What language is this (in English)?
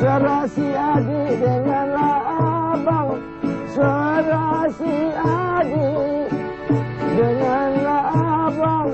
Minangkabau